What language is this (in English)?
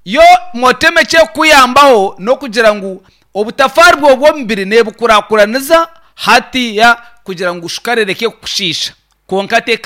Nyankole